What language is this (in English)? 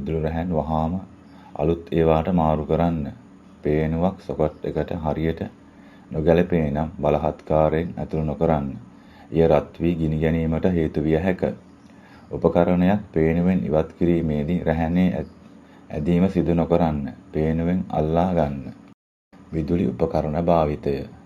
Sinhala